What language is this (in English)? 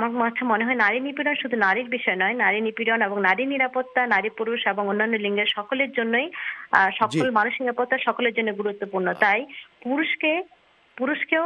Bangla